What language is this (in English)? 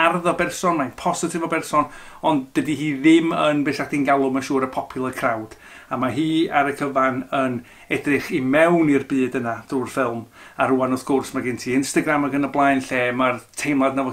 Welsh